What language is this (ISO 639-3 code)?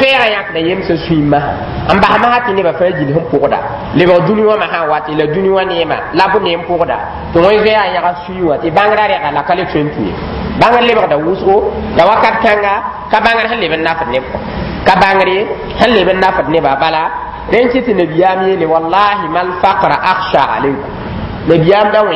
mos